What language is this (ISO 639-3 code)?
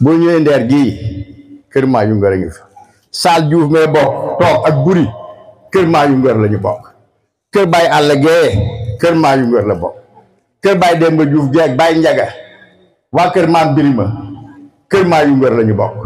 wol